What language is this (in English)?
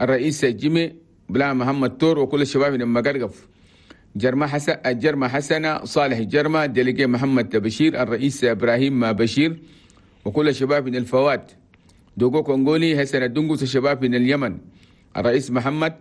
Chadian Arabic